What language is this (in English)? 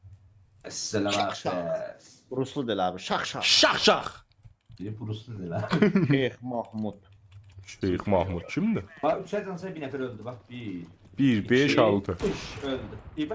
South Azerbaijani